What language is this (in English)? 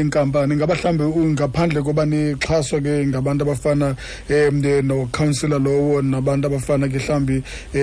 Xhosa